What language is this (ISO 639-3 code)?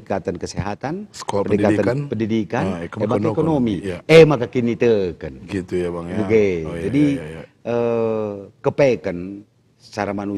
btx